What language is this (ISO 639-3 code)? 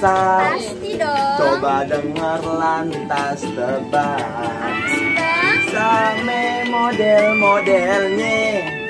bew